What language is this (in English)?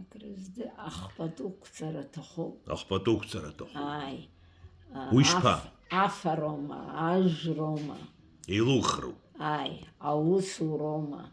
Abkhazian